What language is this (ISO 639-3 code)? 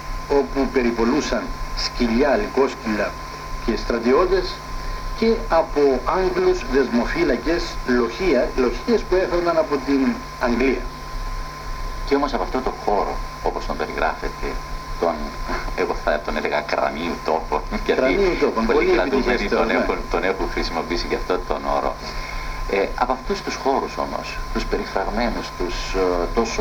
ell